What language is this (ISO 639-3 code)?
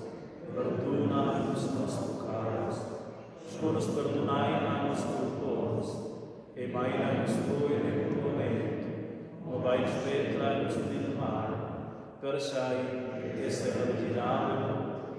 roh